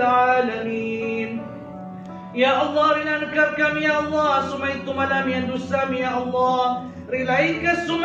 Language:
Maranao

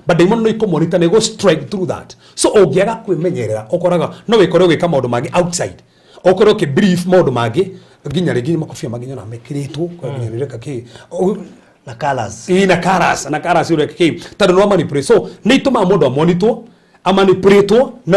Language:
Kikuyu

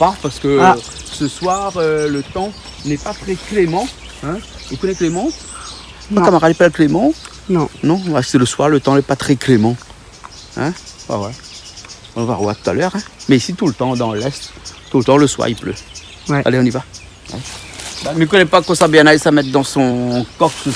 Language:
Réunion Creole French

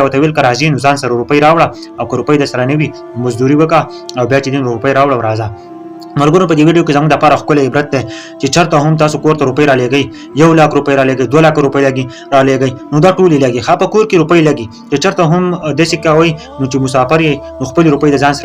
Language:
Pashto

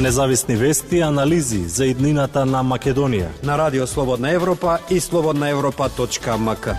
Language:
Macedonian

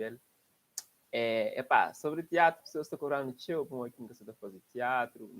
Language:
Kabuverdianu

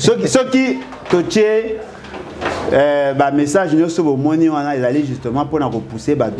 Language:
Lingala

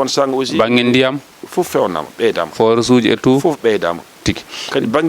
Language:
Fula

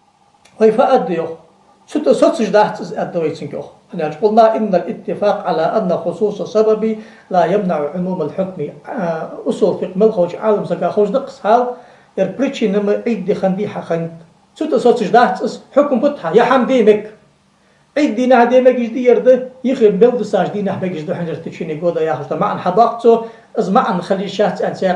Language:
Ingush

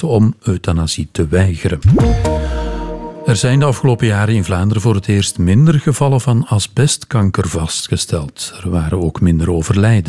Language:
Dutch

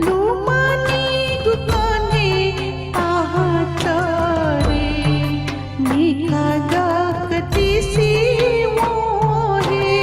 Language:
Newari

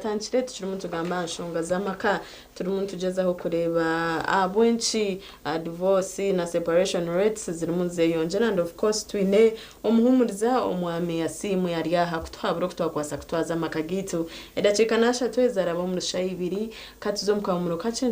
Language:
Nyankole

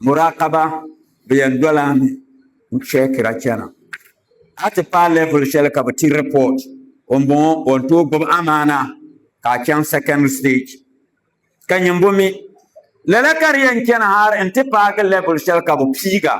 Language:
Dagbani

